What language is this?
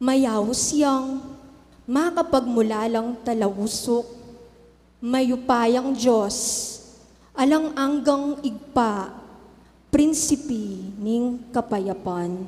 Pampanga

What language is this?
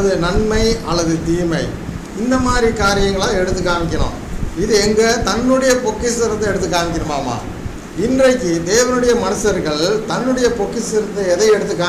Tamil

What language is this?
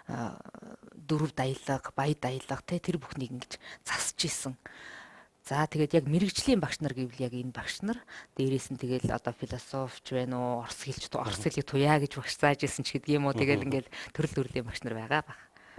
Mongolian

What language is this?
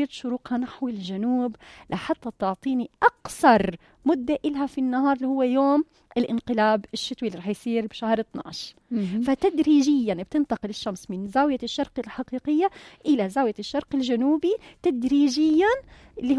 North Levantine Arabic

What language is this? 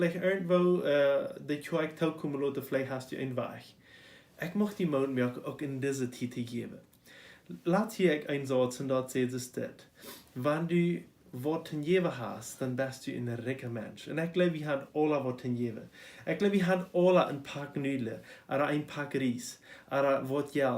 Plautdietsch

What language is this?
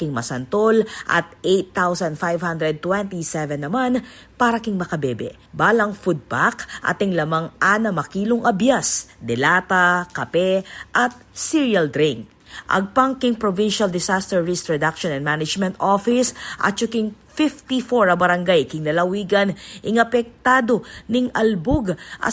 Pampanga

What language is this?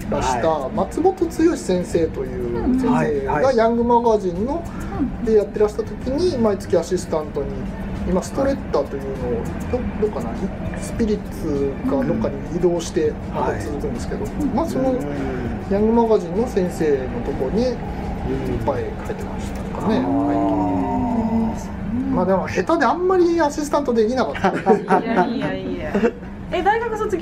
Japanese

